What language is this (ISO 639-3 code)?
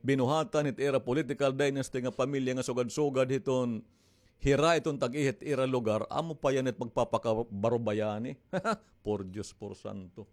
war